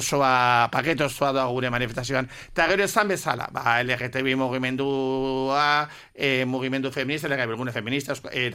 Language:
Basque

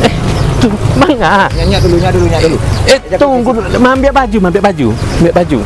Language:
Minangkabau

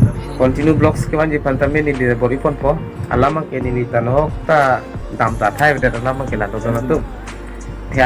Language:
Karbi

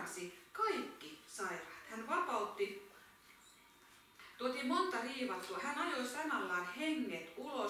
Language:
Finnish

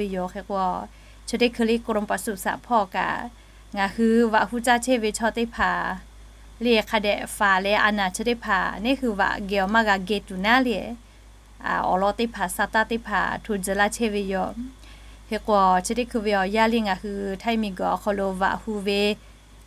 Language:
Lahu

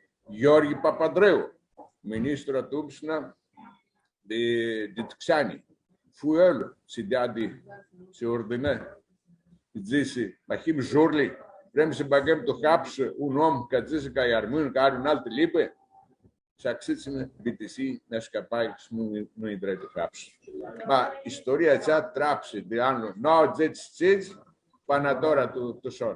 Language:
Aromanian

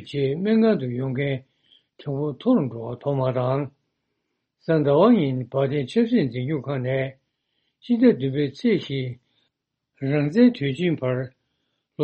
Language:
Tibetan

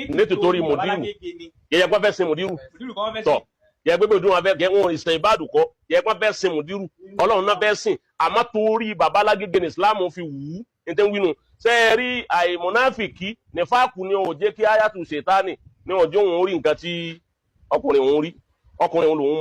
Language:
Yoruba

